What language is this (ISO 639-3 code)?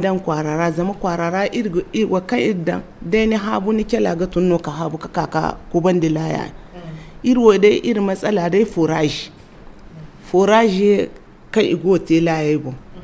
dje